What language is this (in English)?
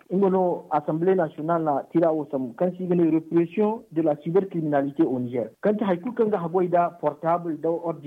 Zarma